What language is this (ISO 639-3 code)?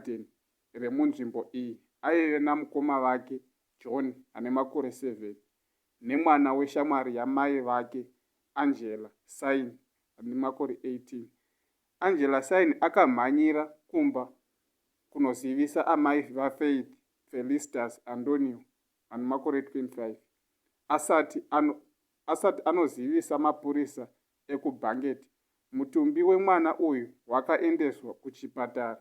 sna